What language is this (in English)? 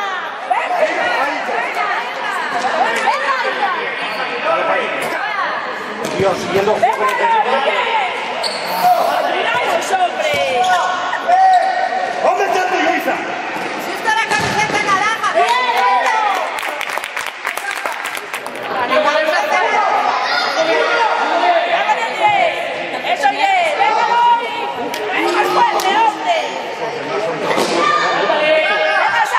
Spanish